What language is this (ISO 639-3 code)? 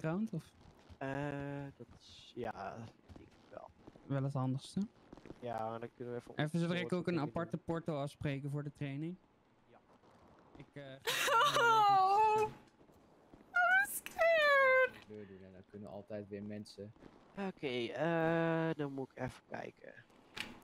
nld